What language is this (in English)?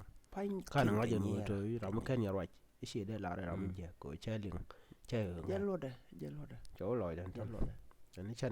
Nuer